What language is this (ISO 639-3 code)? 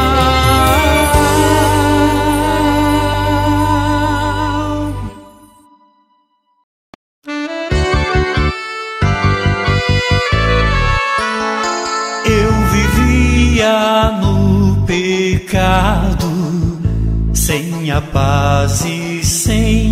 por